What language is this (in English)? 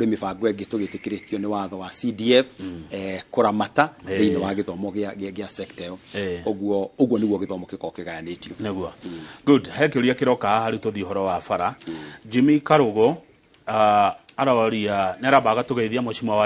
Kikuyu